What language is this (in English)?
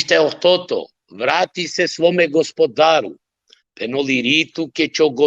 Balkan Romani